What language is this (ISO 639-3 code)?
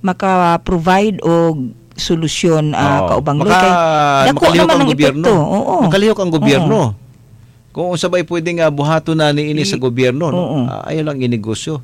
ceb